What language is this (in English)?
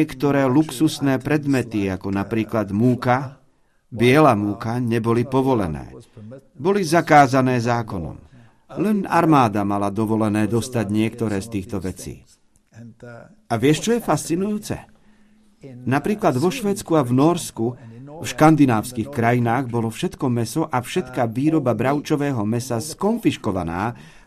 Slovak